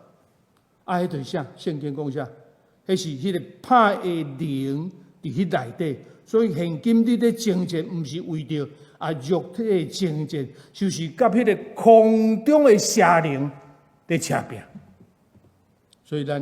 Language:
Min Nan Chinese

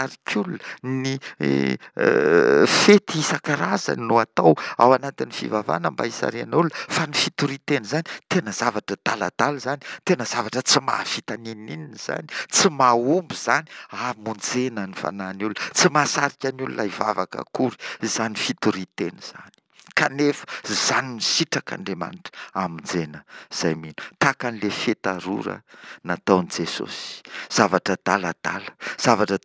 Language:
Malagasy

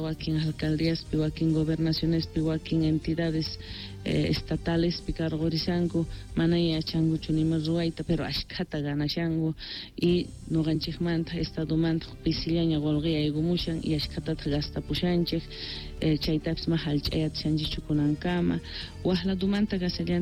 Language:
South Bolivian Quechua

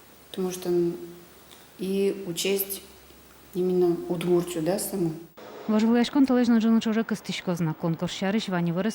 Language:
Udmurt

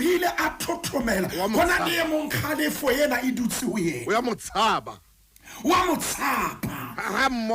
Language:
Southern Sotho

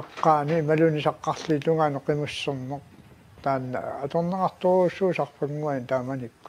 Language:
Kalaallisut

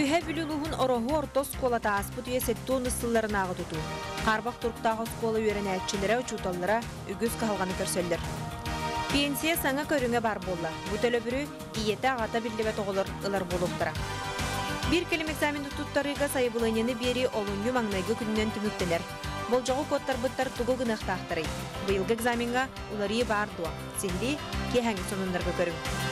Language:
Yakut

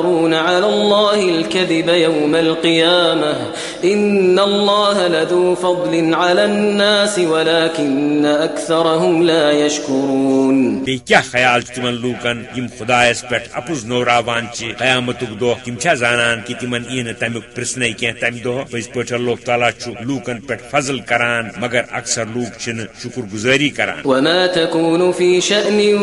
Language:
Kashmiri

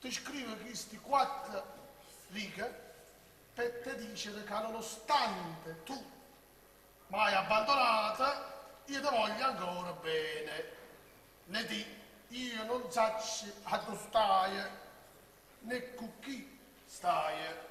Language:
Neapolitan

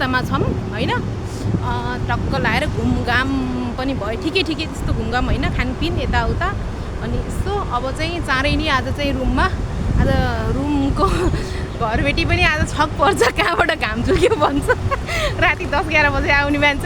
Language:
Nepali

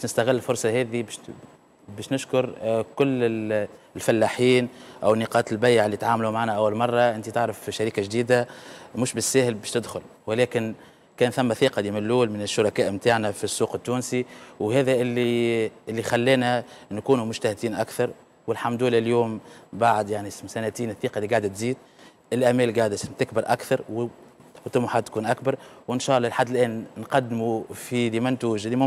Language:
Tunisian Arabic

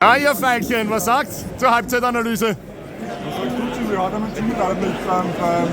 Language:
Bavarian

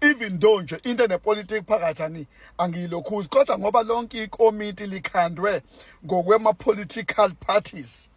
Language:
Zulu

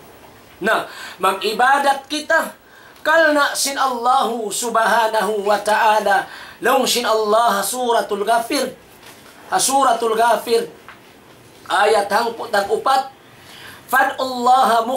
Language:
Tausug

